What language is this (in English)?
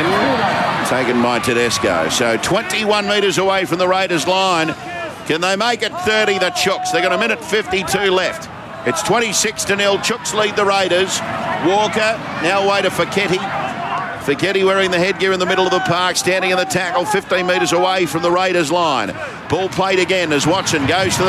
English